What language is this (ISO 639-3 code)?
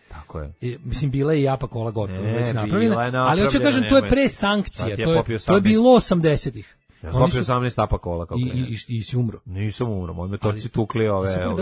srp